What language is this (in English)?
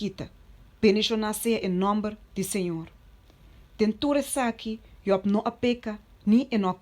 Papiamento